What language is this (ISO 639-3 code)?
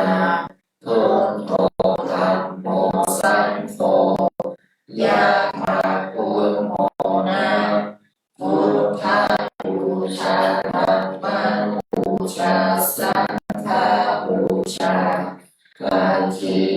pli